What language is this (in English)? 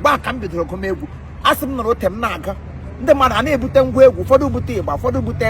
Igbo